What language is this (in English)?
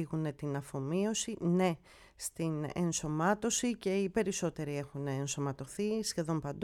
Greek